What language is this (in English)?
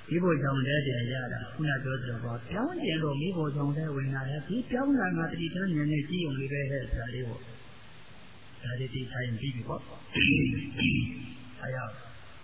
Burmese